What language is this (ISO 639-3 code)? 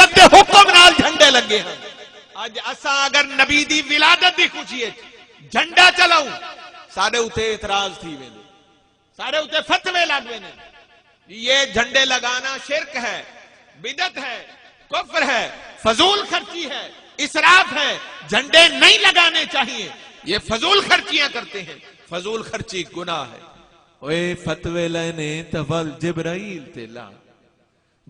skr